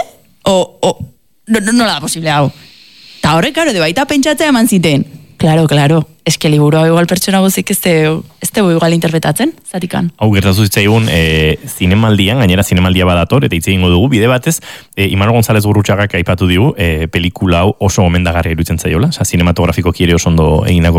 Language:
Basque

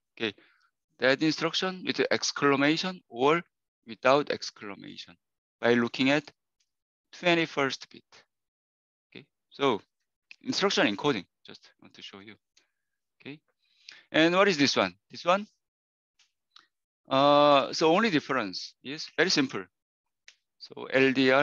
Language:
English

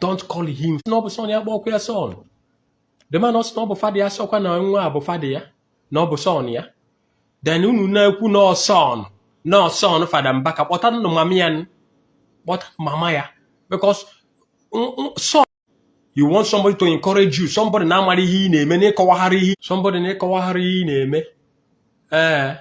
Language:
Igbo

